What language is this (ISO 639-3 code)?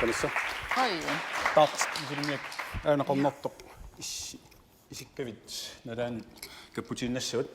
kal